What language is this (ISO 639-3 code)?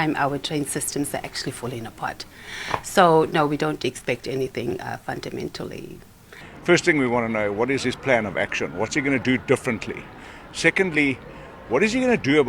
ven